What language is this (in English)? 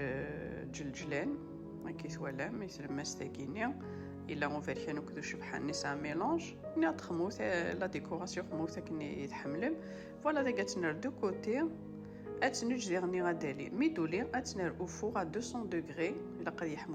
Kabyle